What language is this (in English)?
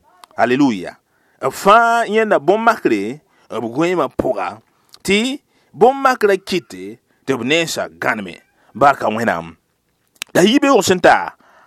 Mossi